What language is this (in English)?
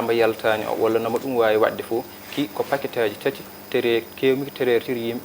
Fula